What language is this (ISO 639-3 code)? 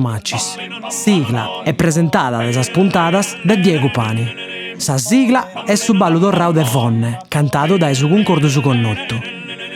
srd